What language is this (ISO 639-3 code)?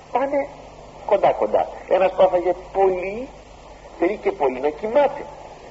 ell